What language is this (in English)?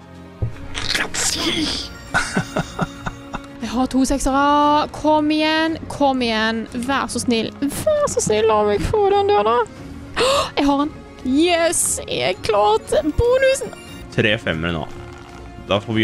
Norwegian